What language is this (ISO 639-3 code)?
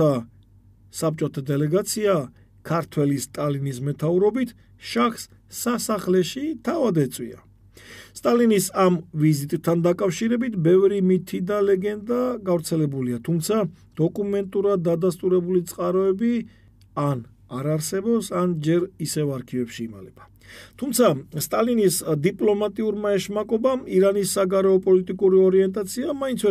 kat